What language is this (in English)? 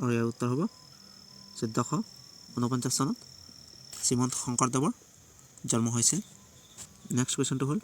Assamese